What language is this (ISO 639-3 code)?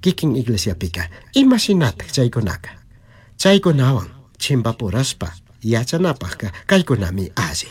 qug